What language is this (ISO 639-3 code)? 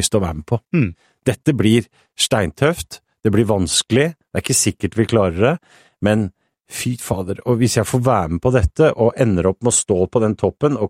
nor